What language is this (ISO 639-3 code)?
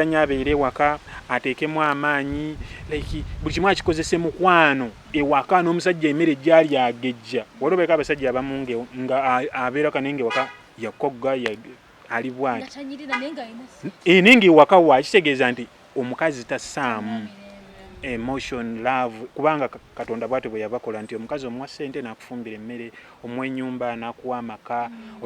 lug